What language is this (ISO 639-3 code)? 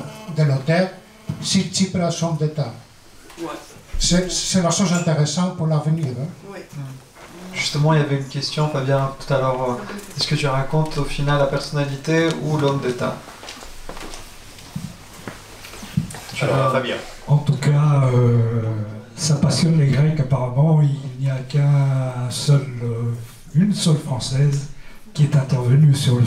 fra